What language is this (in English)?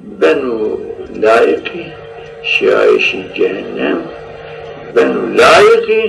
Zaza